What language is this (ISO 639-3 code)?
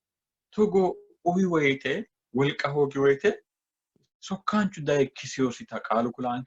sid